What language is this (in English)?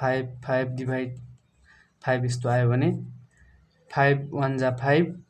Nepali